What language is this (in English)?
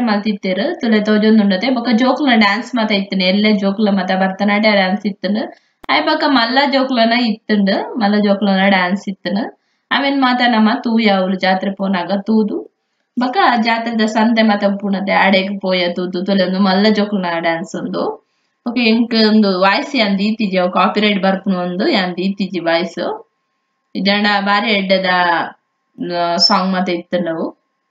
Tulu